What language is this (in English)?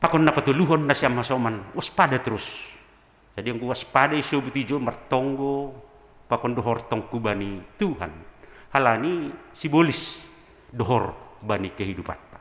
Batak Simalungun